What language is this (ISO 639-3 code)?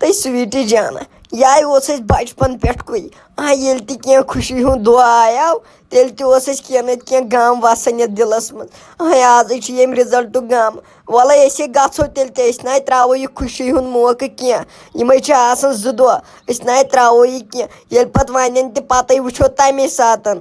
kas